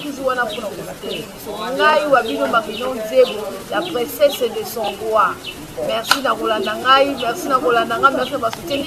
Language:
Lingala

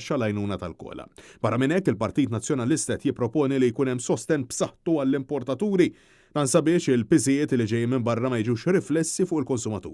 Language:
Maltese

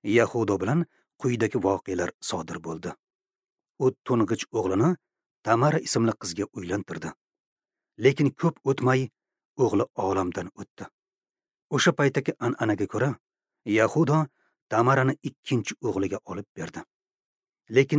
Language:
Uzbek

